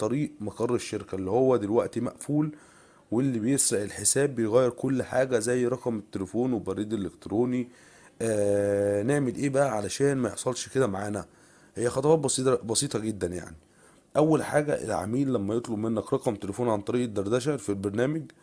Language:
Egyptian Arabic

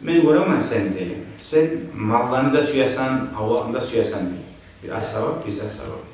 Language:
Kumyk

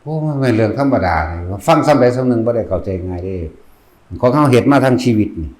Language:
Northeastern Thai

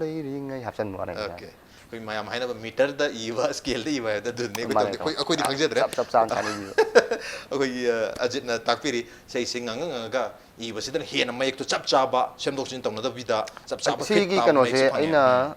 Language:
Manipuri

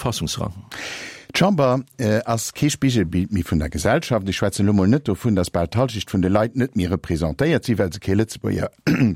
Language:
Luxembourgish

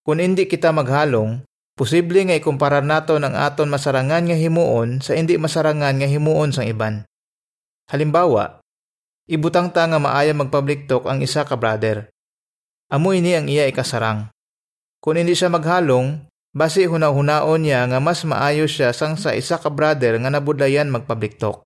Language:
Hiligaynon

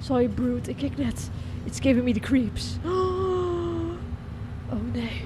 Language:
Western Frisian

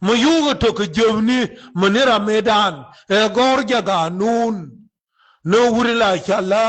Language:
Nuer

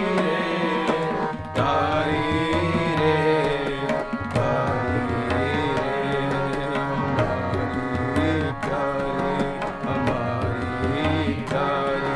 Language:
Punjabi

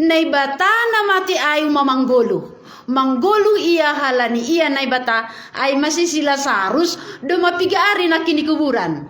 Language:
Batak Simalungun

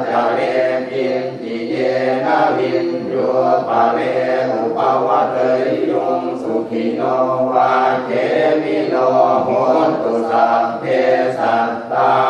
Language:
Pali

